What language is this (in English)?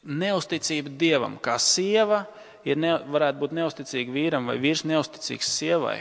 Latvian